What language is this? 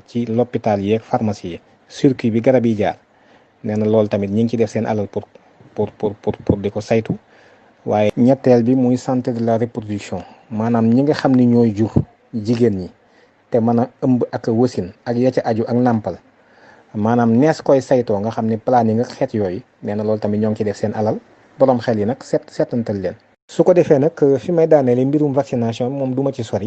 Wolof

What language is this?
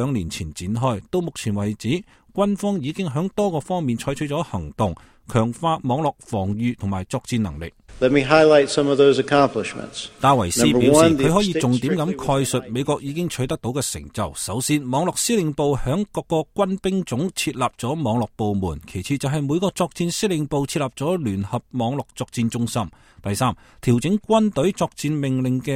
Cantonese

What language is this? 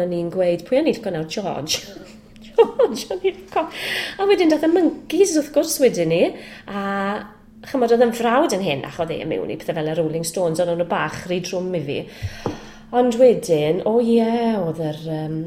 Welsh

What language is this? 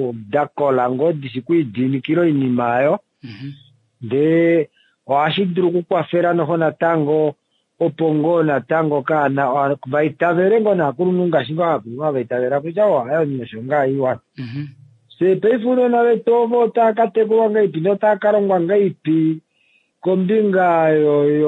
Kuanyama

